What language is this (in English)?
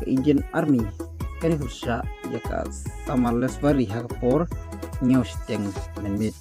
Khasi